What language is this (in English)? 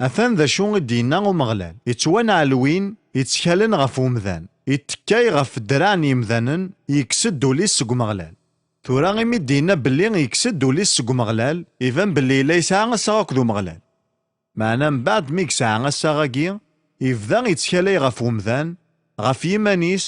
Kabyle